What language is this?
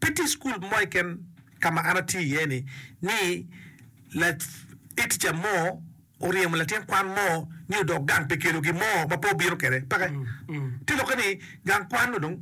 Acoli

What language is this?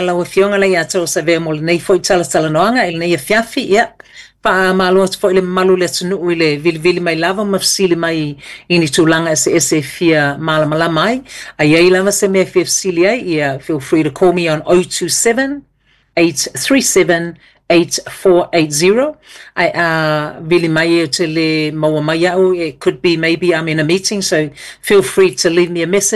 Samoan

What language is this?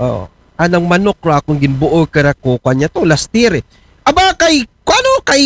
Aklanon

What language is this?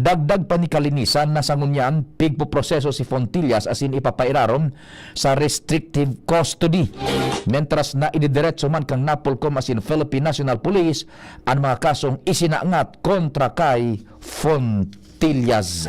Bikol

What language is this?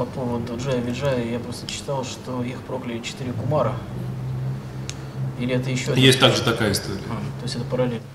Russian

